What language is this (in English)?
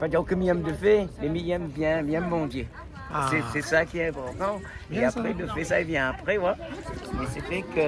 Réunion Creole French